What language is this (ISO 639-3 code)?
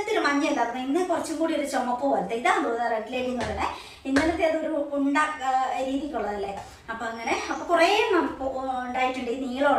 mal